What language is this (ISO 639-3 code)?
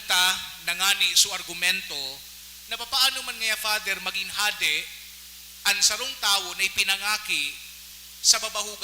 bik